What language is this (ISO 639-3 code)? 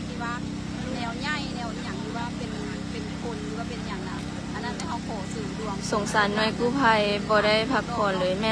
lao